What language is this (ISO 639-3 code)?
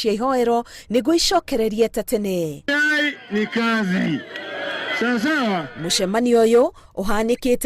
kik